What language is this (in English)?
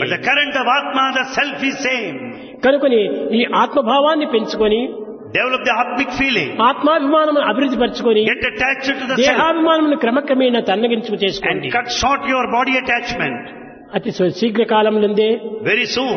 Telugu